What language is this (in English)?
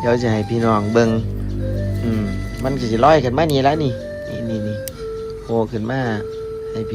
Lao